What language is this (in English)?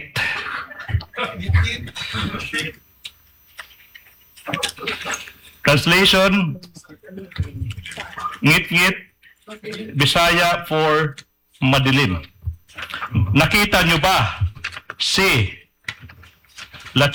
Filipino